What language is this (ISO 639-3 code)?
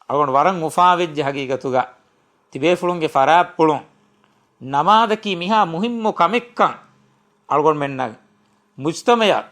div